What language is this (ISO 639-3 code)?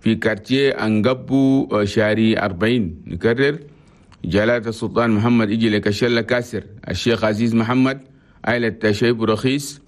shu